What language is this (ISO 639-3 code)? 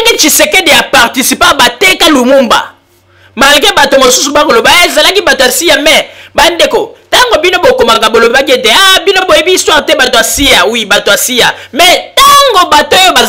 lin